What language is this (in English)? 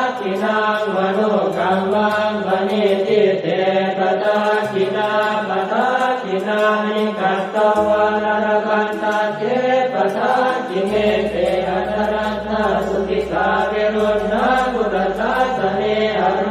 Pali